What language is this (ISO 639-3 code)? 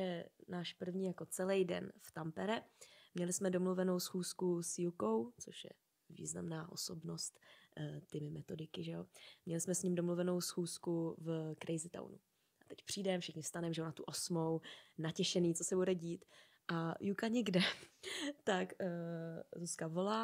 ces